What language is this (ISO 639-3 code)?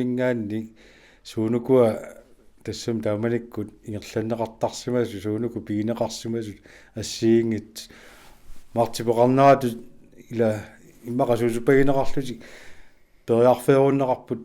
kal